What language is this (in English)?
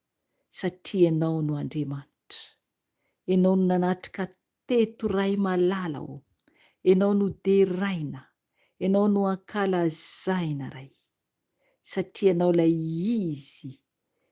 Malagasy